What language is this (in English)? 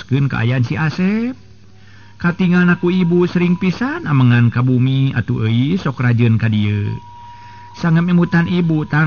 Sundanese